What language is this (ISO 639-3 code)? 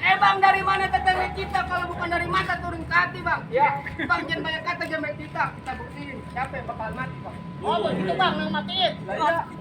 bew